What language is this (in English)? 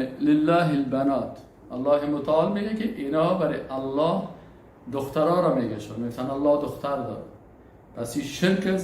Persian